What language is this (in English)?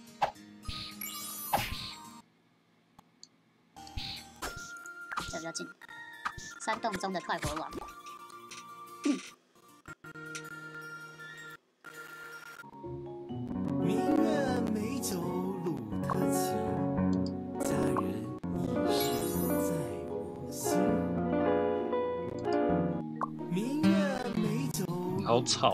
Chinese